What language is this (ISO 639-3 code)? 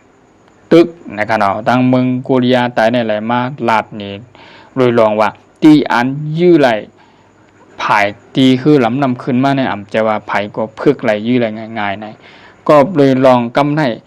shn